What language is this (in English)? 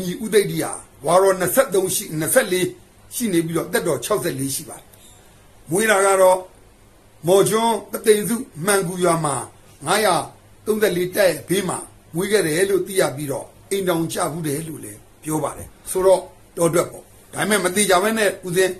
Burmese